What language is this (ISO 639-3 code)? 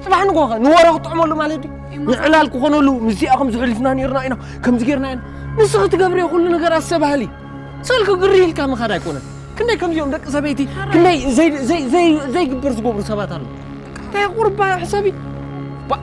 tir